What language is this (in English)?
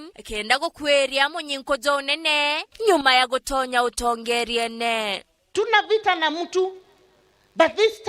Meru